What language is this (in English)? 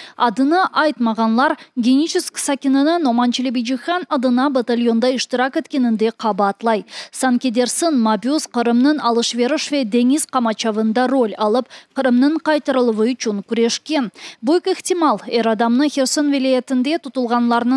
Crimean Tatar